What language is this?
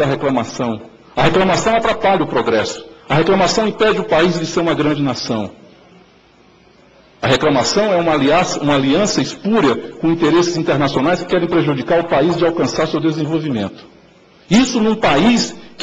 Portuguese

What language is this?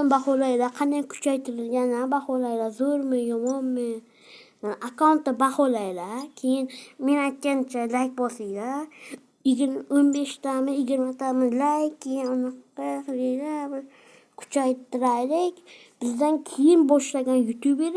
Uzbek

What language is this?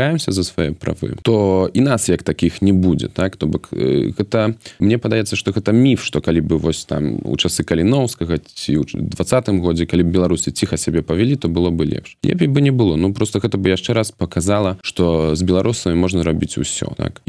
Belarusian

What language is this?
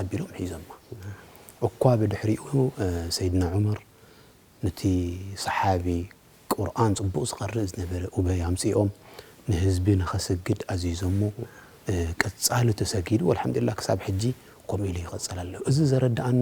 Tigrinya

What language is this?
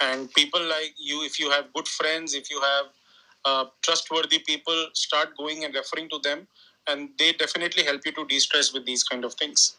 English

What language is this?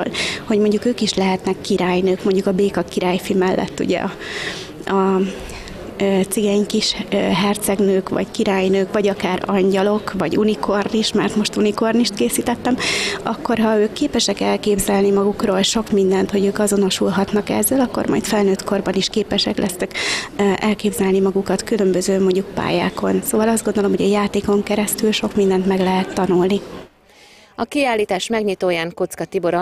Hungarian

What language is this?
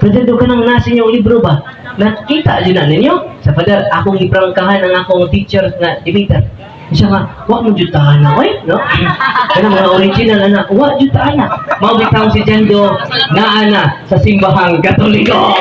Cebuano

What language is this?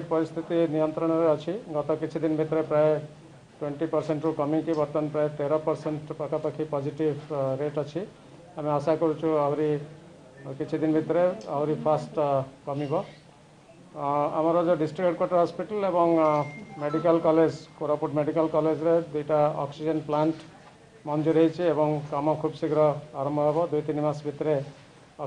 Odia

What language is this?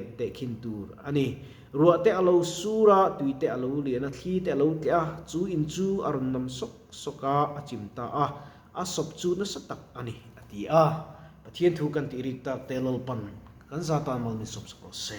Mizo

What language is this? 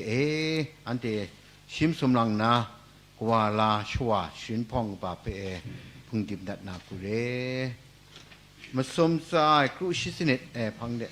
Kachin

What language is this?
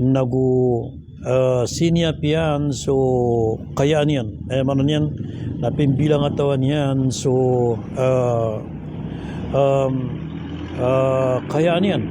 Maranao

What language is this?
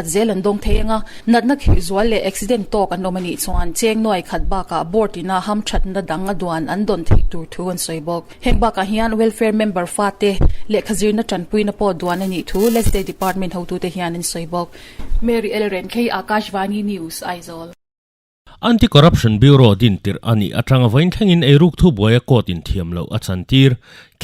Mizo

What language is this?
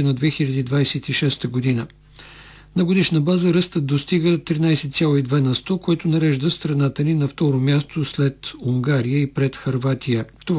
Bulgarian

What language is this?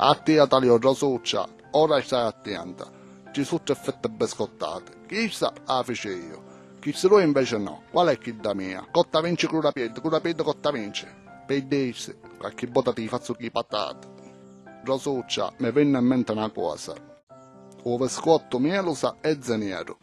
Sicilian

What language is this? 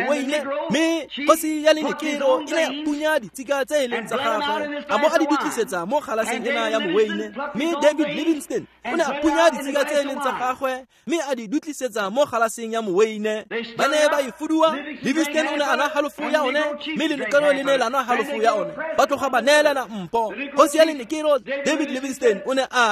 Tswana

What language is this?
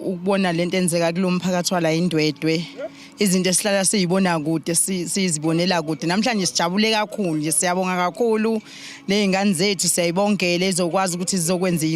Zulu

